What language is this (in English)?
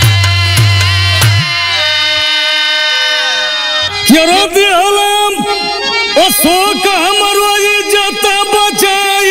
Bhojpuri